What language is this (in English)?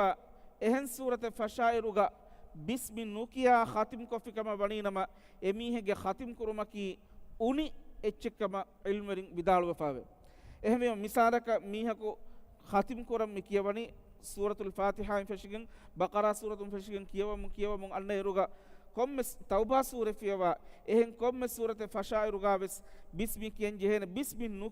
Divehi